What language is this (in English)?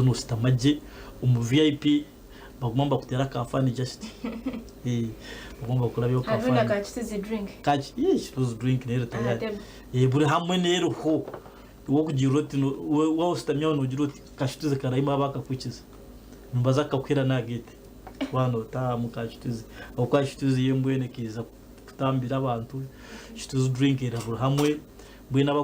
Nyankole